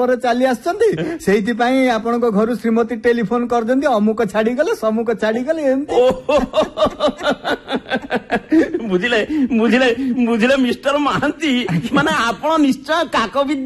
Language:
Odia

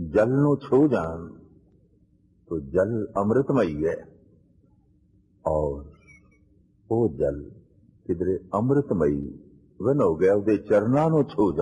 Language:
Punjabi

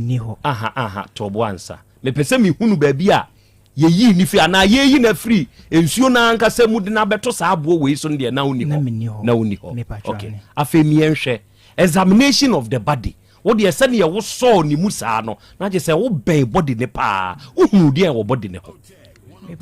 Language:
Akan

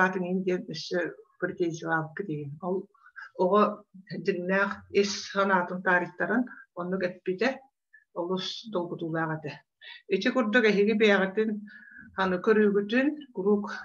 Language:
Yakut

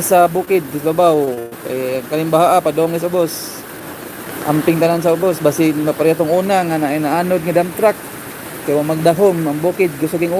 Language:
Cebuano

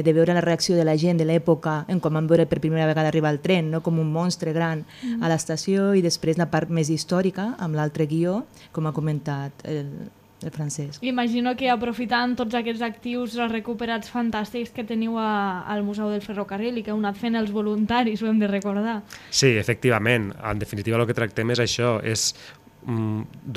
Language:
Catalan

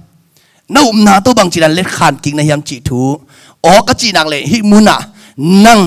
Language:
Tedim Chin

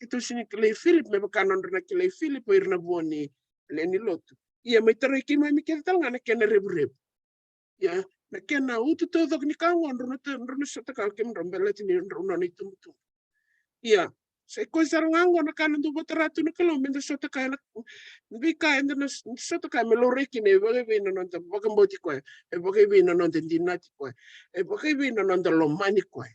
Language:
Fijian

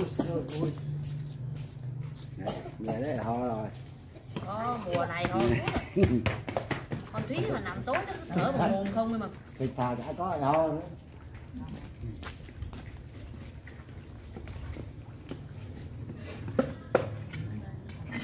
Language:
Vietnamese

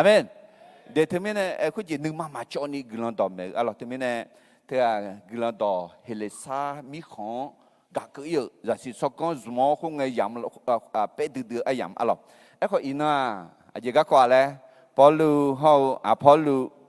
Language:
Akha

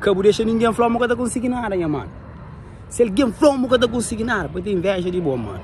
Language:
Kabuverdianu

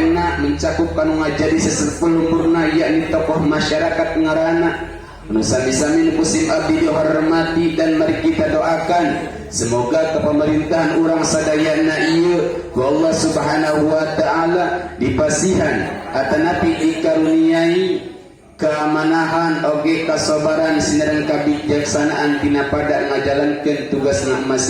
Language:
Sundanese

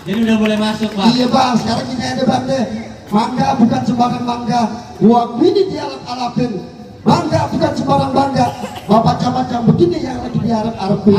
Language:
Betawi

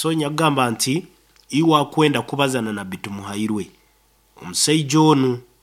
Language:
Nyoro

